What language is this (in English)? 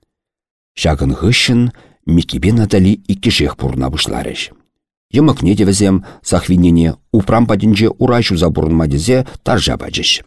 Chuvash